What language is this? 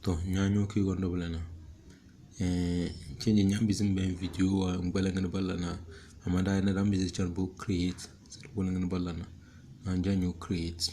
Tem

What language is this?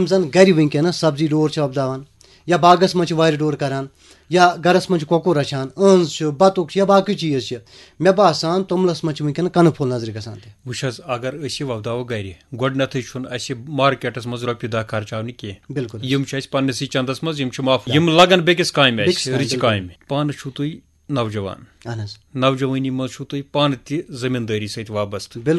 Kashmiri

